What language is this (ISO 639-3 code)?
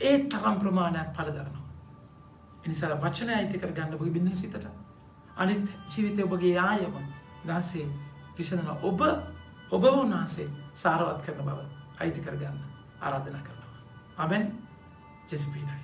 sin